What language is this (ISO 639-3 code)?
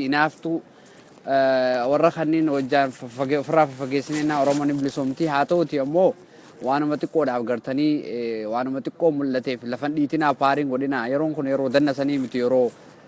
orm